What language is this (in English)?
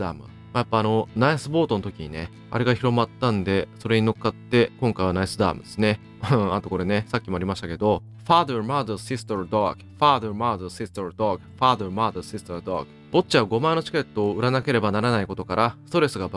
Japanese